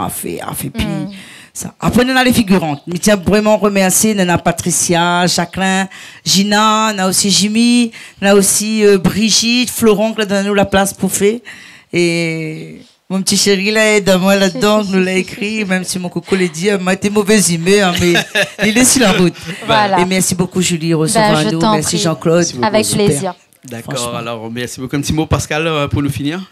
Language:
Réunion Creole French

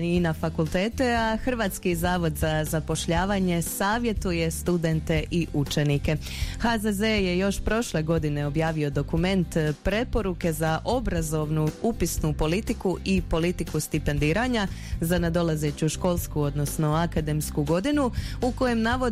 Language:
Croatian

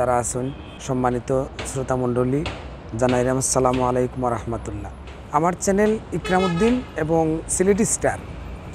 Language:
Sylheti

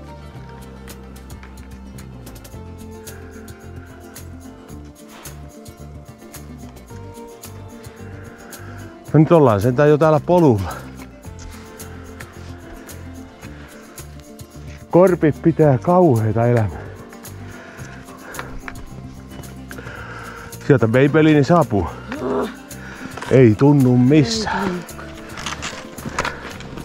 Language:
Finnish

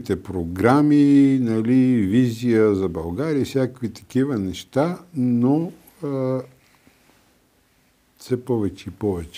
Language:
Bulgarian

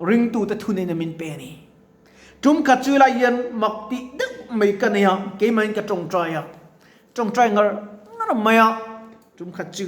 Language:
Mizo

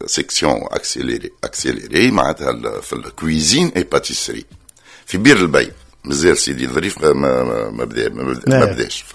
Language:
Tunisian Arabic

